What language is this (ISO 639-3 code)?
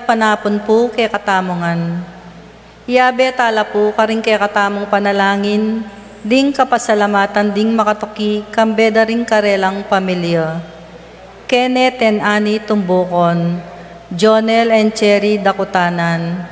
pam